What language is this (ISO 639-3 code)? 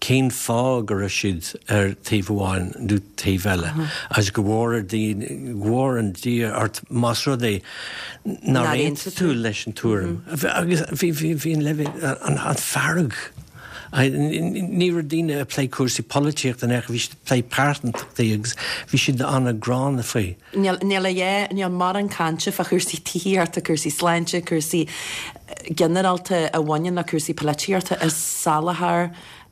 gle